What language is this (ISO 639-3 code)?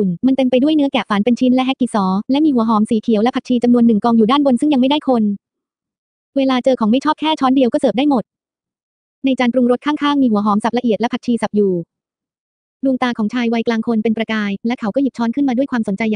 tha